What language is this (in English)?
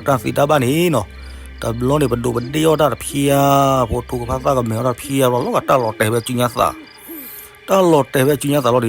S'gaw Karen